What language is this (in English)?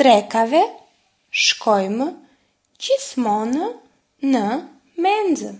Albanian